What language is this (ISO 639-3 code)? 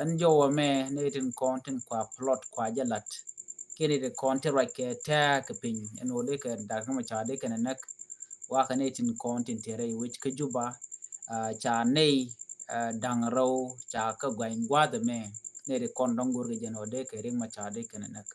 nus